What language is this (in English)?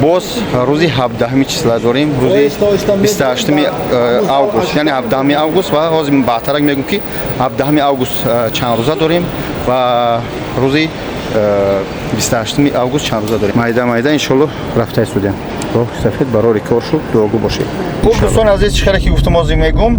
Tajik